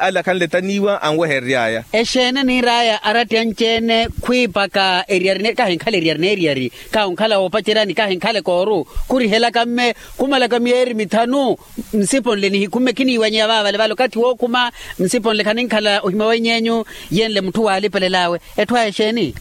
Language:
Makhuwa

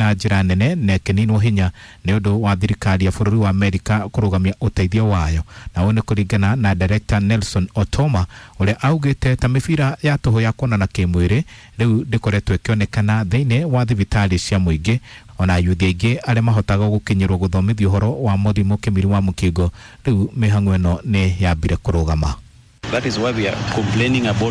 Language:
Kikuyu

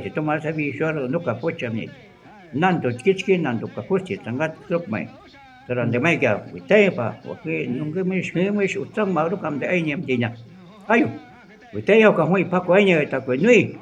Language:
Shuar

